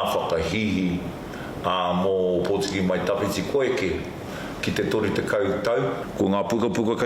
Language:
Māori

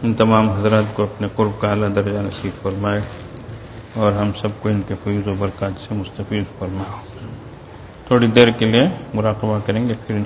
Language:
Urdu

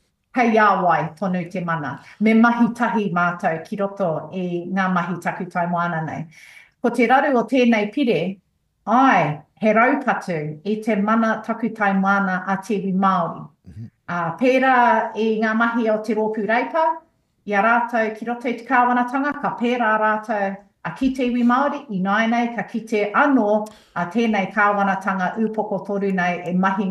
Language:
Māori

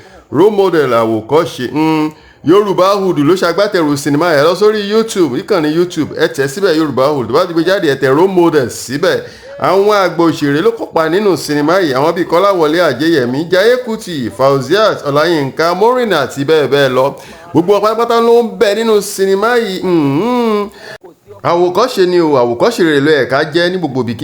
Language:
Yoruba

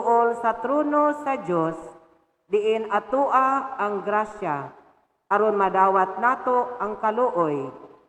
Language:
Cebuano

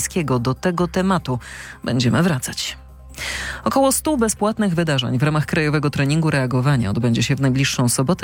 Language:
Polish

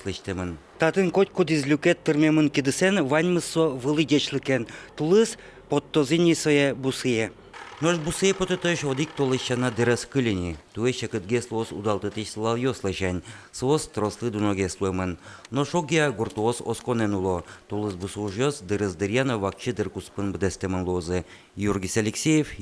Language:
Udmurt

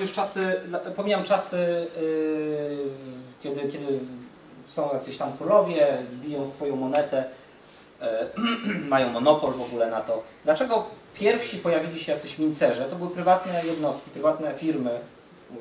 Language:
Polish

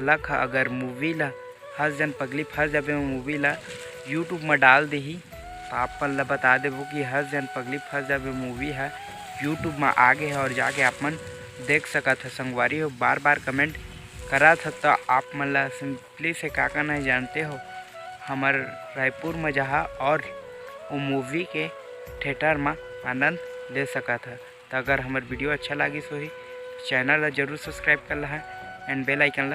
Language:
Chhattisgarhi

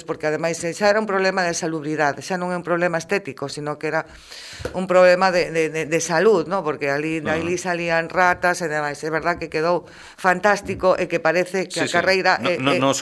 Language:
Galician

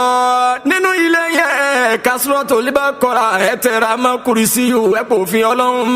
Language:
Yoruba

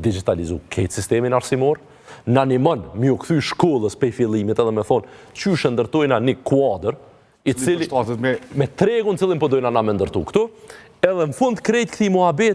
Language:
Albanian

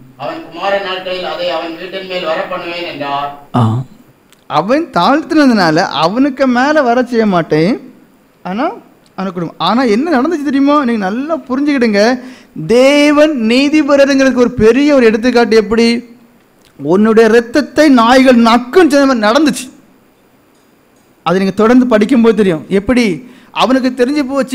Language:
Tamil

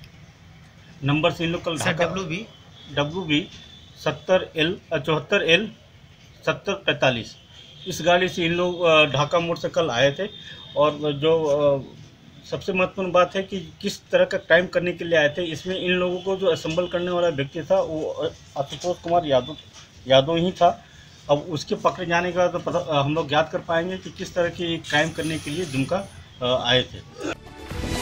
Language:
Hindi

